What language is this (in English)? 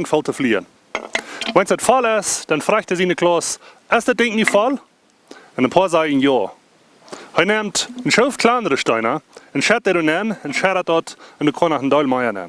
Plautdietsch